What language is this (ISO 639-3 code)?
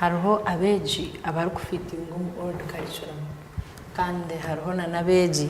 nyn